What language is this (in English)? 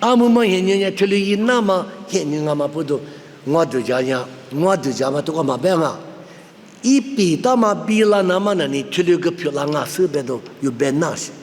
Lisu